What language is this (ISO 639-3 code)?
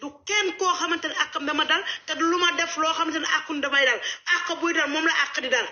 wol